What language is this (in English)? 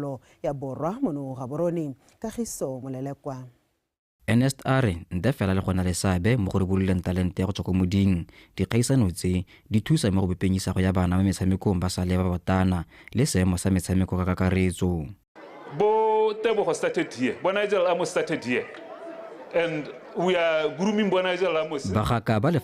Tswana